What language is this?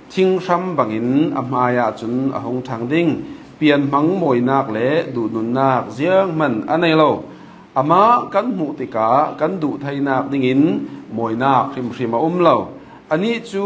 Falam Chin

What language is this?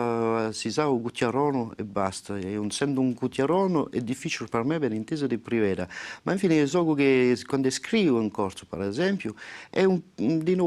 Corsican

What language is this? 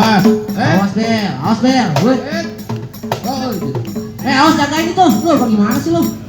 Betawi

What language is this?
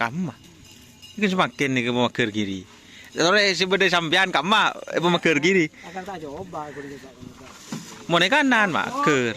Madurese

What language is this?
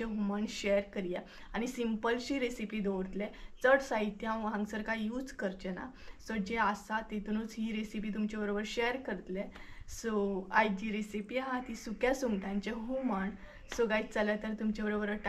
Konkani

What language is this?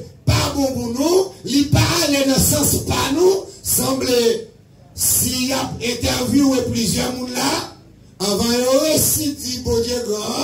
Haitian Creole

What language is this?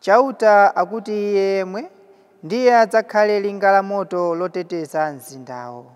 Nyanja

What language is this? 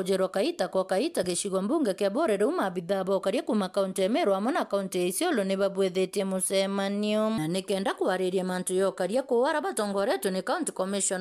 Meru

